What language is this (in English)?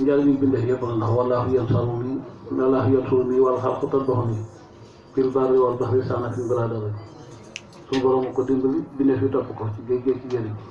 Wolof